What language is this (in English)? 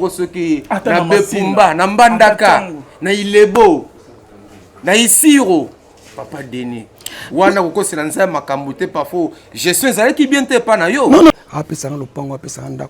Lingala